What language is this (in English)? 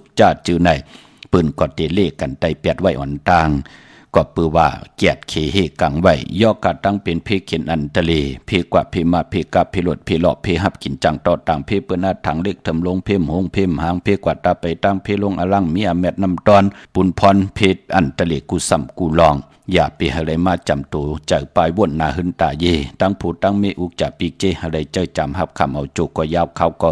Shan